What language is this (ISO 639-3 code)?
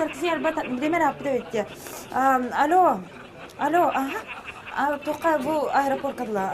sah